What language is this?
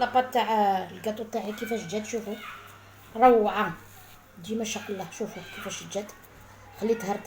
Algerian Arabic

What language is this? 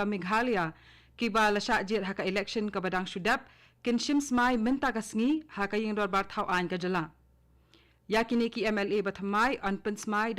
Khasi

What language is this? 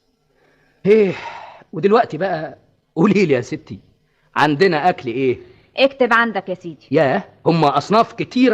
Egyptian Arabic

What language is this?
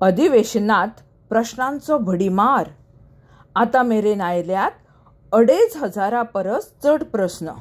Konkani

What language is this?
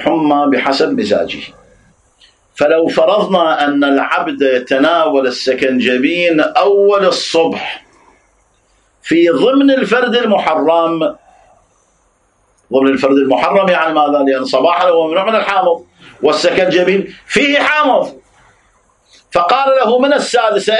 Arabic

